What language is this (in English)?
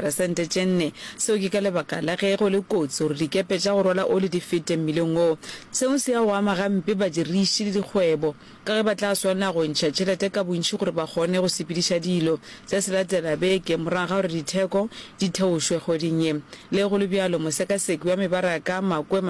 Northern Sotho